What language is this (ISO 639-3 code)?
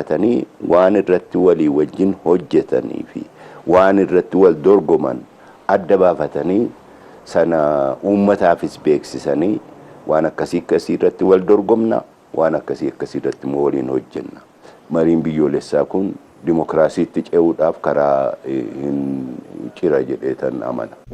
orm